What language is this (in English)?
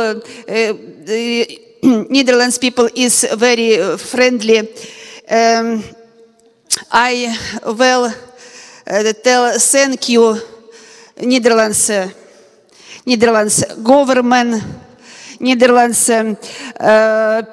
Dutch